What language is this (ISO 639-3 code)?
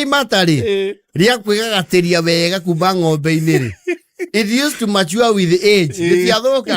kik